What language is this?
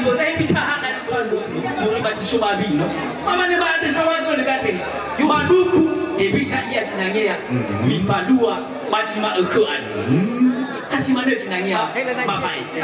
Nias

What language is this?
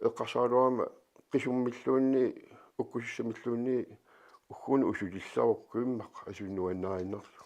Kalaallisut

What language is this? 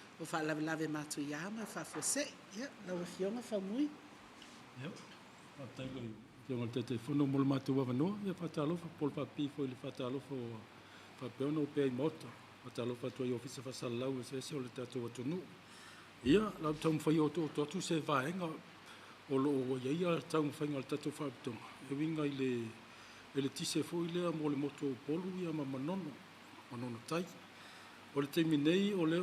Samoan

